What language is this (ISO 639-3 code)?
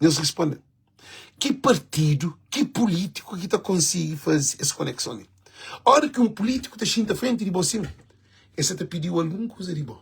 kea